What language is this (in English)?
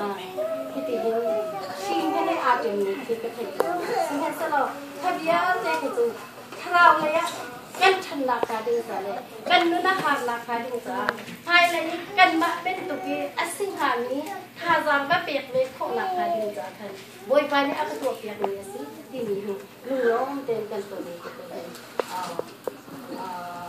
Hakha Chin